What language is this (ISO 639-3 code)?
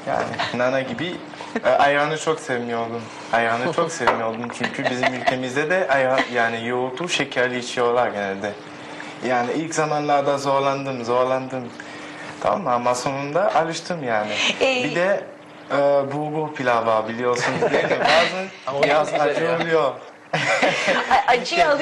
tur